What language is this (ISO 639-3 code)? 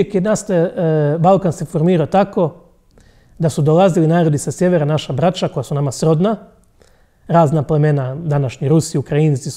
hrv